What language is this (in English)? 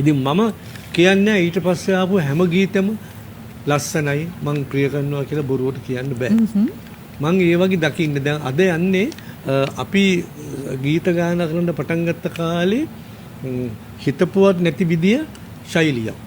Sinhala